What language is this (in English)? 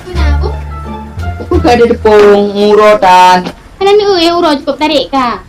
Achinese